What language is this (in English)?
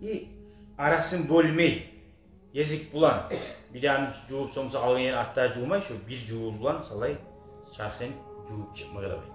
Kumyk